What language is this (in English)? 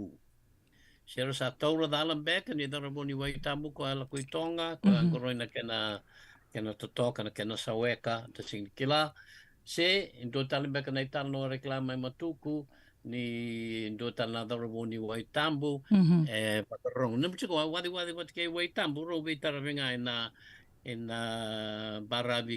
Fijian